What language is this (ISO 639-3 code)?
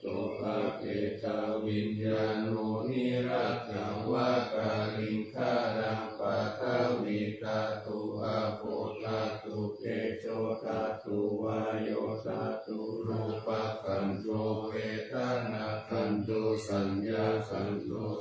pli